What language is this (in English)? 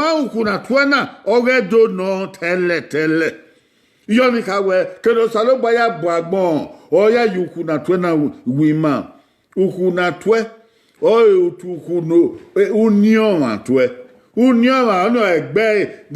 Bini